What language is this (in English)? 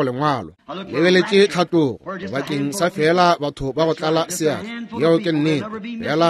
Northern Sotho